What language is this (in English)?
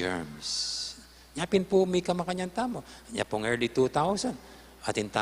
Pampanga